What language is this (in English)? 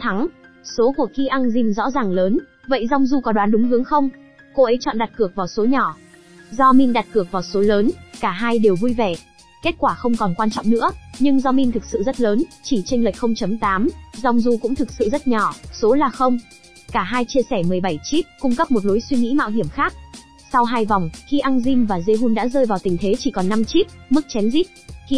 Vietnamese